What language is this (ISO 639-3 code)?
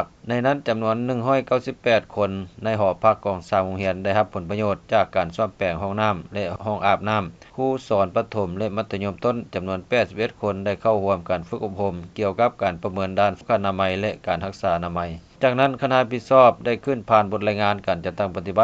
lao